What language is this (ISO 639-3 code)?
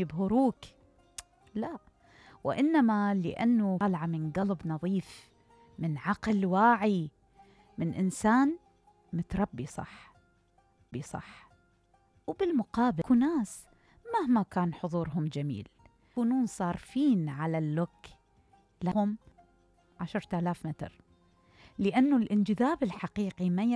acm